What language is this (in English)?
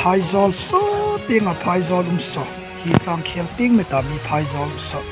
Hmar